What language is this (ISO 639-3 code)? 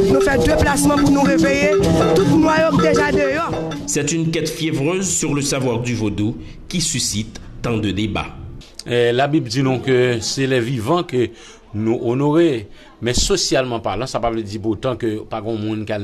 fra